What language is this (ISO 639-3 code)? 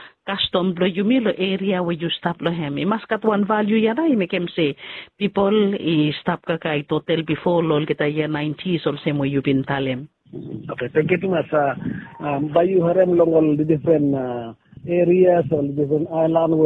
bis